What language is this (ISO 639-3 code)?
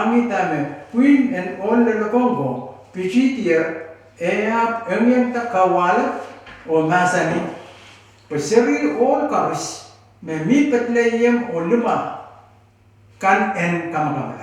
pon